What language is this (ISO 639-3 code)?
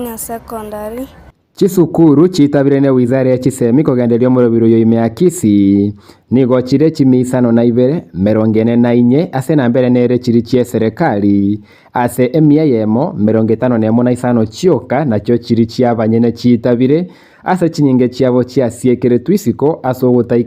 guz